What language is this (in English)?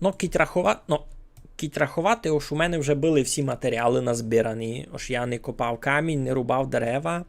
Rusyn